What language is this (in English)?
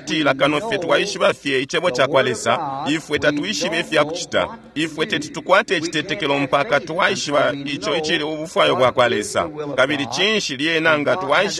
Bemba